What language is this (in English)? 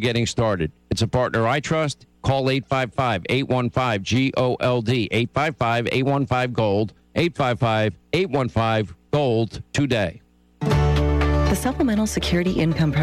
English